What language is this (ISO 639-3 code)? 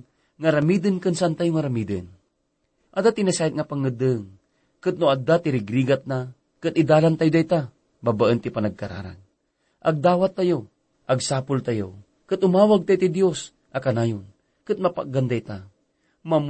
ilo